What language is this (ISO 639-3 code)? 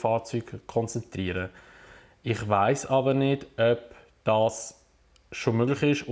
gsw